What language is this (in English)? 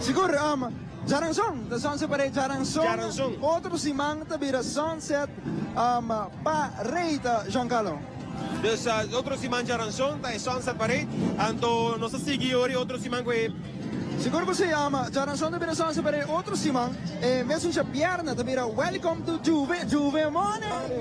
Papiamento